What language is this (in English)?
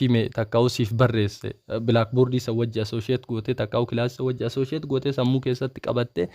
Oromo